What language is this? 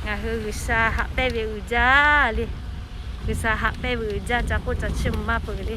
Lahu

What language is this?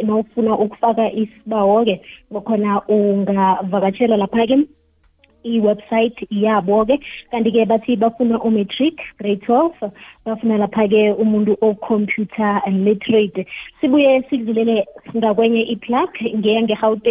South Ndebele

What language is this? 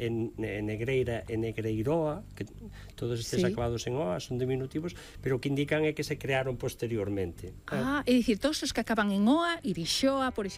Galician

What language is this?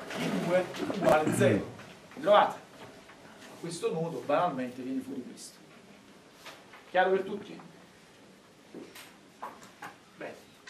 Italian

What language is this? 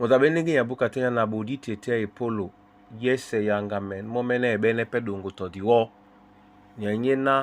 Duala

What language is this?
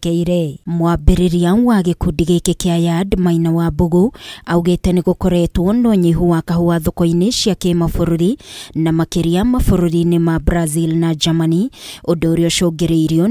Kikuyu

